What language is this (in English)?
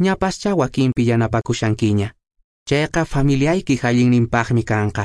Quechua